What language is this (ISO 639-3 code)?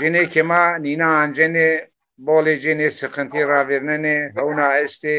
zza